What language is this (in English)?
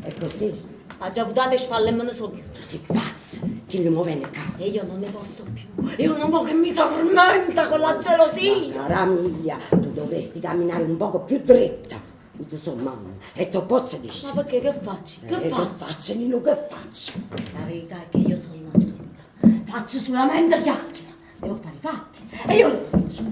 Neapolitan